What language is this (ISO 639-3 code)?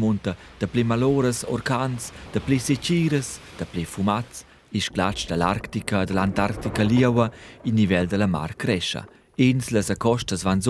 roh